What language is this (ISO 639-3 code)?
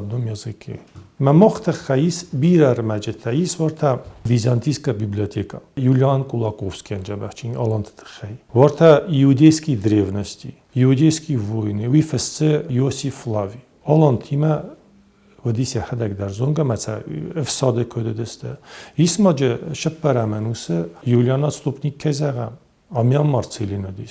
oss